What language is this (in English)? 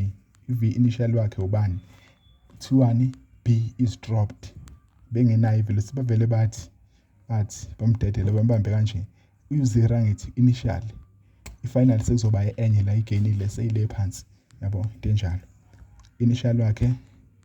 Zulu